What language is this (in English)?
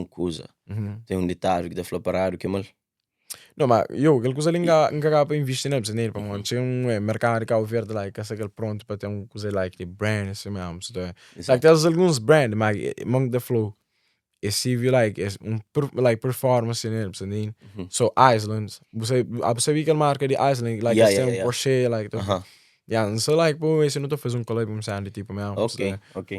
Kabuverdianu